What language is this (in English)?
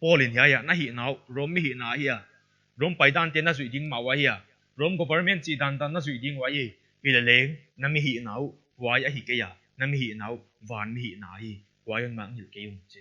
Paite Chin